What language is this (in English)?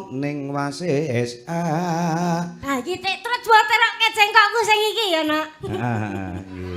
Javanese